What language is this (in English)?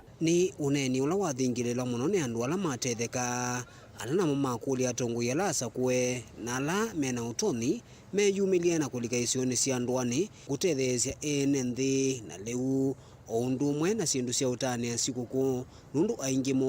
Kamba